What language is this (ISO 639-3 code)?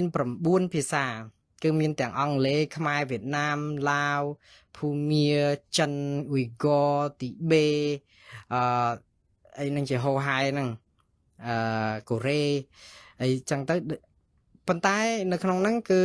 khm